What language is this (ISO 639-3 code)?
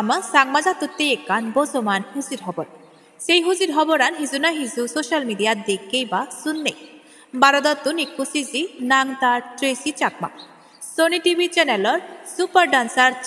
ccp